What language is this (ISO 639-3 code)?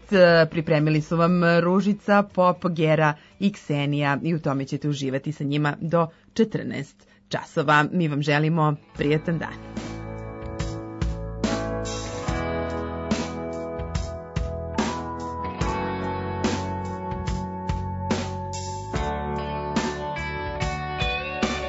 srp